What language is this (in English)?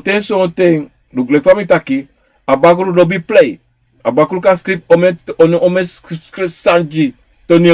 Sranan Tongo